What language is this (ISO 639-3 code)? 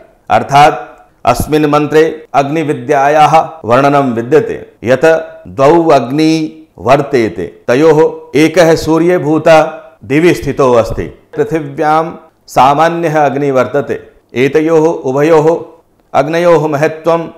san